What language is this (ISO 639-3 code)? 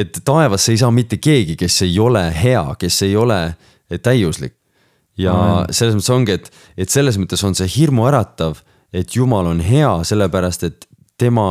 est